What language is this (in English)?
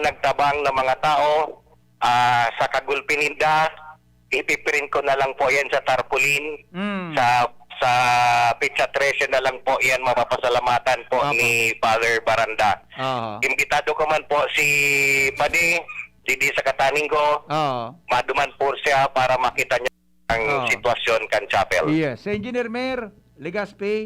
Bikol